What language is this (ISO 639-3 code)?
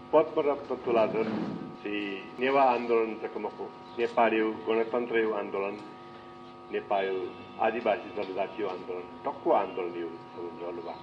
new